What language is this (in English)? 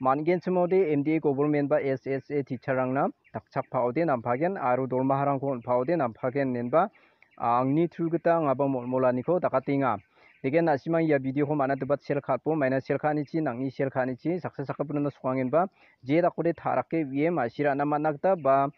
Garo